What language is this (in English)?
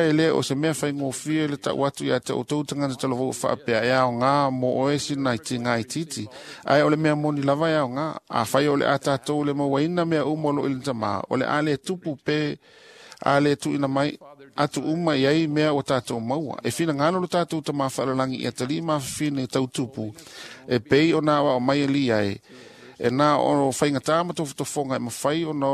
Samoan